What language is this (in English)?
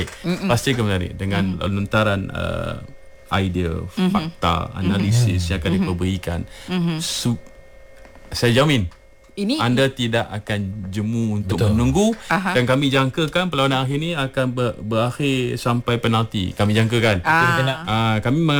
Malay